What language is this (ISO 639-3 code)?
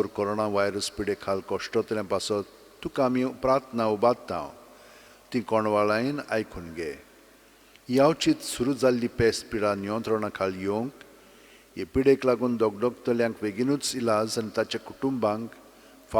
kok